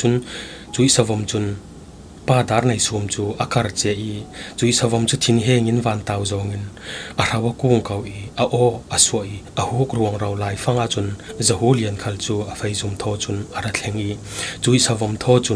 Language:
Falam Chin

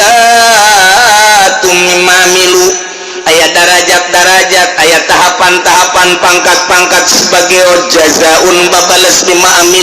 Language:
Sundanese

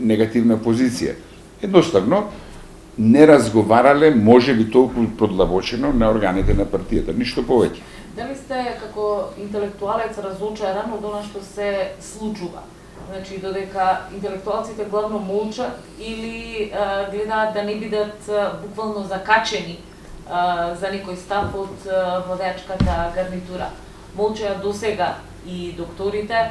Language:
Macedonian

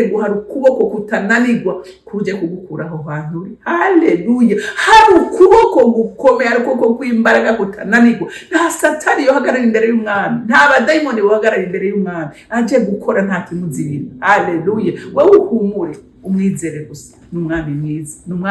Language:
Rundi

